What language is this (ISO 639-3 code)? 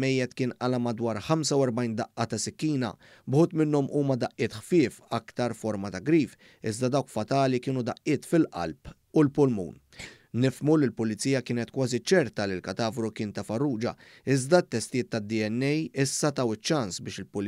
mlt